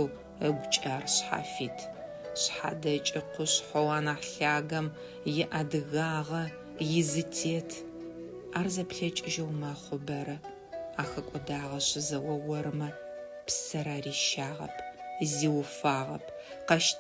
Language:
Adyghe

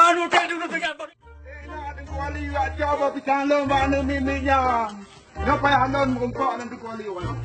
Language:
Achinese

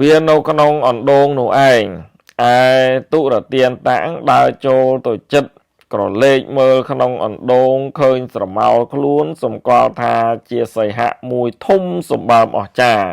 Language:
Khmer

